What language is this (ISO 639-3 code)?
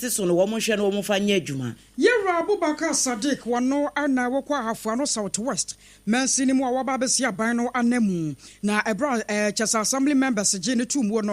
aka